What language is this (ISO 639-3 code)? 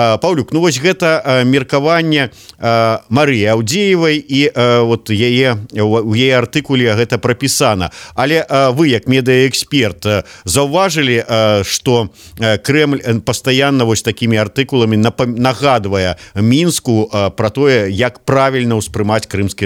bel